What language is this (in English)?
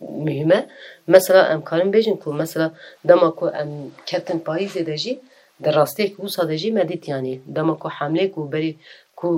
Kurdish